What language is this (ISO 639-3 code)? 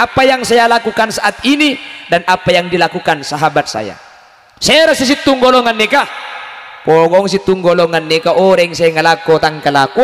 mad